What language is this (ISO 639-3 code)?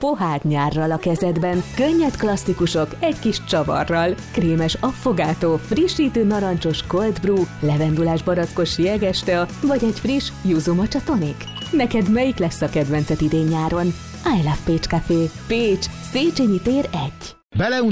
hun